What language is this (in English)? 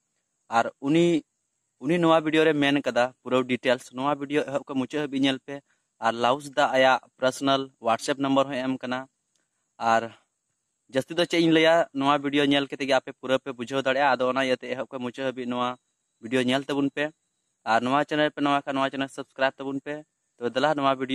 Santali